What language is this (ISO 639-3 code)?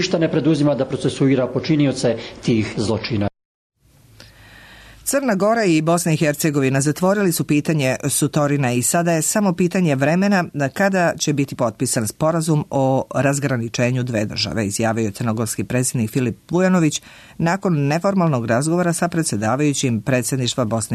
srp